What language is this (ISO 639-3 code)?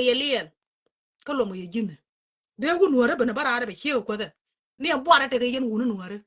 nus